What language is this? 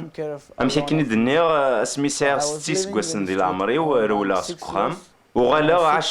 Kabyle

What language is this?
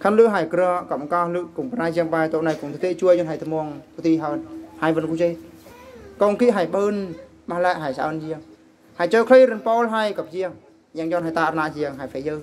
Eastern Bru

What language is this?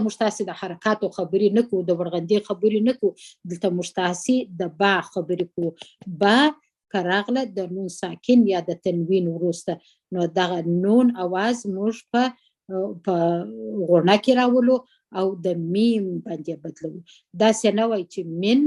Pashto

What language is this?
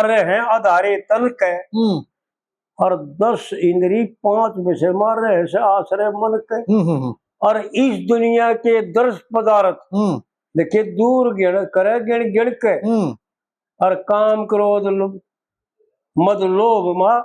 Haryanvi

